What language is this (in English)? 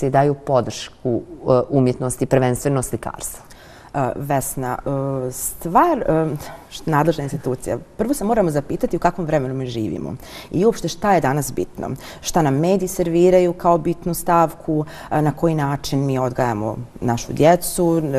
Bosnian